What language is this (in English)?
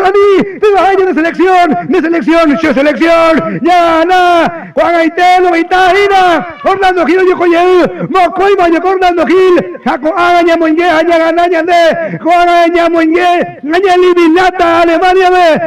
Guarani